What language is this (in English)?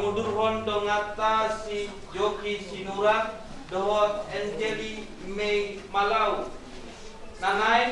Batak Toba